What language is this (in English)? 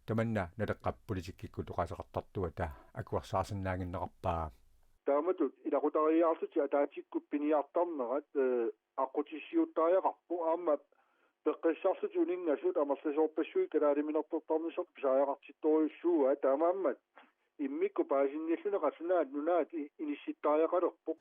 Kalaallisut